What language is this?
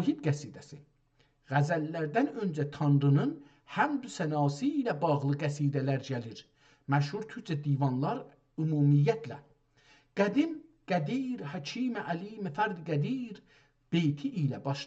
South Azerbaijani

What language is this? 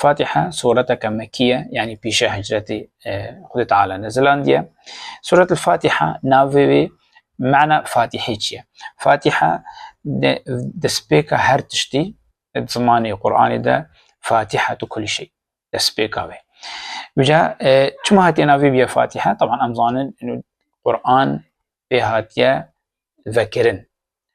Kurdish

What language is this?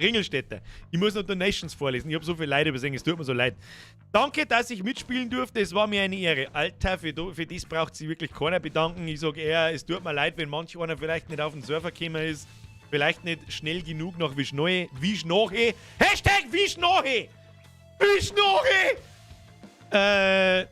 Bavarian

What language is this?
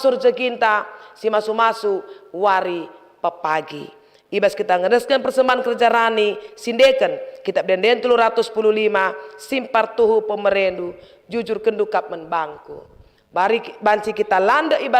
Batak Karo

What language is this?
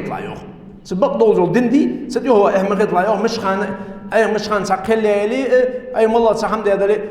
Ingush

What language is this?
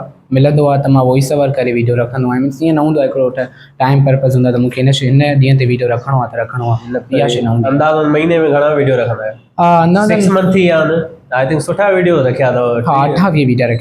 Sindhi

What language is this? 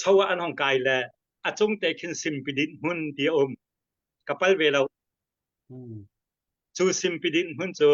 Hakha Chin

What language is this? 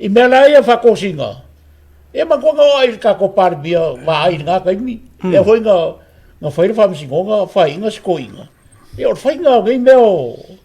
Samoan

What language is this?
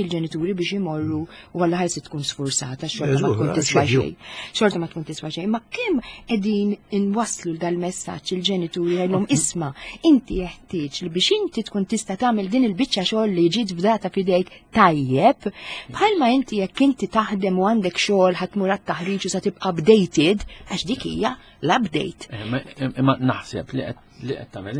Maltese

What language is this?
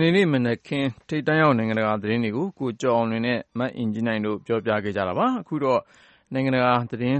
Burmese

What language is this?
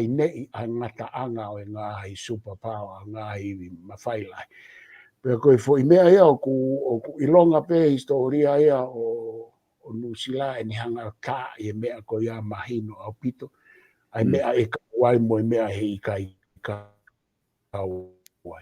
Tongan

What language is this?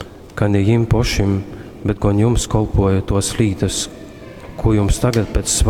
Latgalian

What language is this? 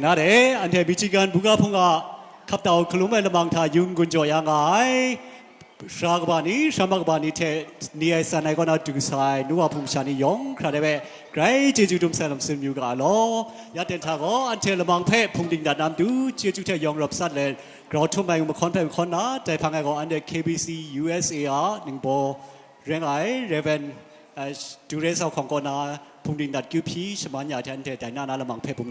Kachin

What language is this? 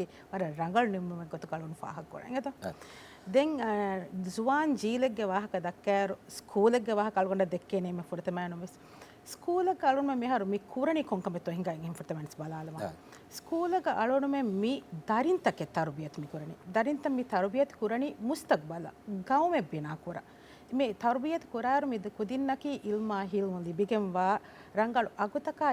Divehi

